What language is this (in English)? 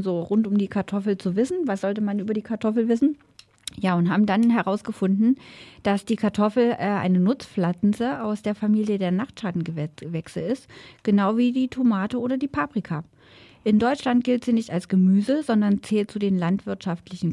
German